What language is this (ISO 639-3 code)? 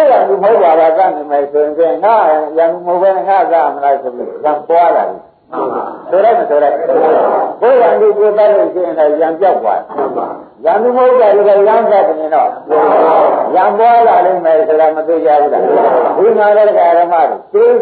mya